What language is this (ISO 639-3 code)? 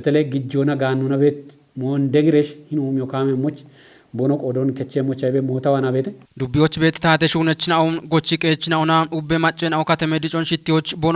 kbr